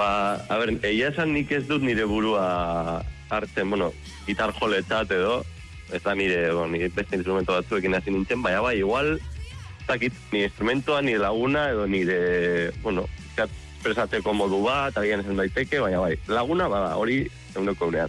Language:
Basque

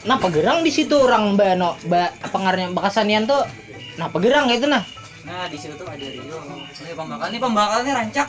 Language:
Banjar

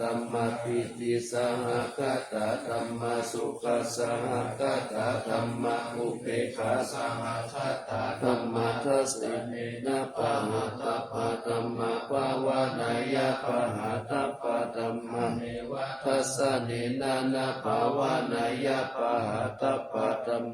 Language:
Pali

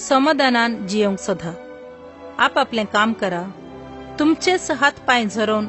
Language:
Konkani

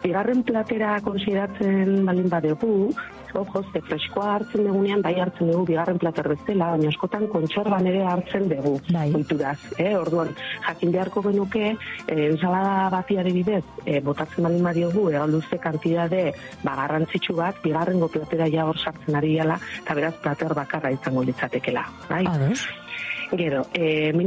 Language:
Basque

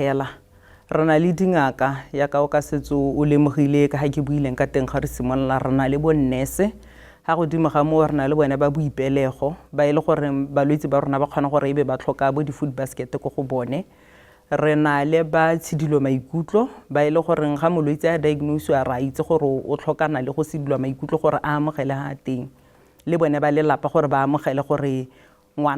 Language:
Tswana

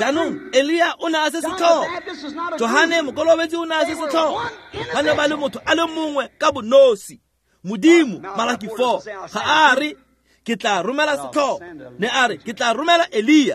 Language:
Tswana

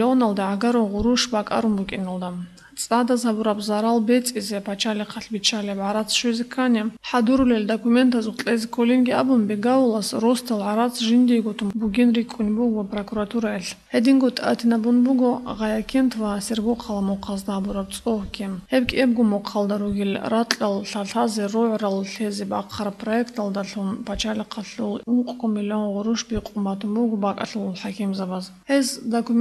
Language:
Avaric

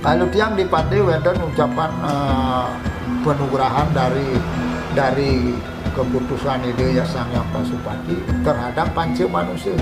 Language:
Balinese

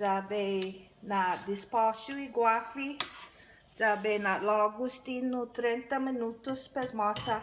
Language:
Chamorro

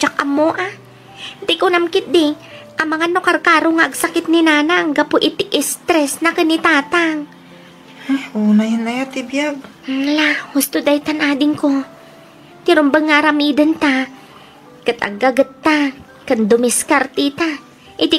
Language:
Iloko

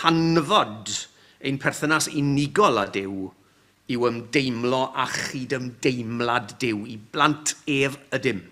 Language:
Welsh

